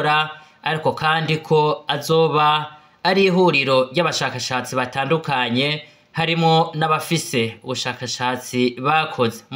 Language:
Rundi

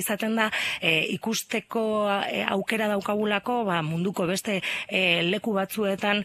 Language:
Basque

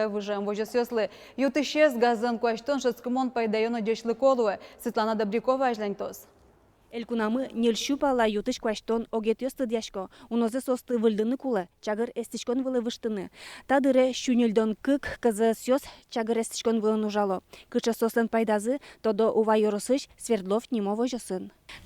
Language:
Udmurt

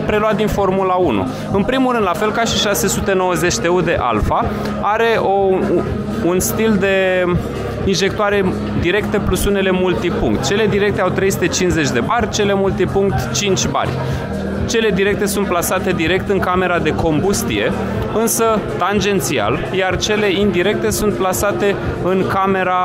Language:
Romanian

